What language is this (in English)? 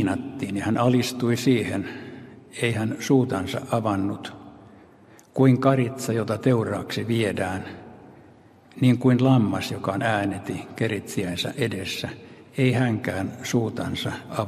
Finnish